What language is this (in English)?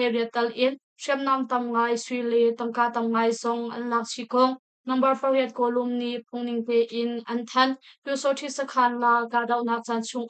Hakha Chin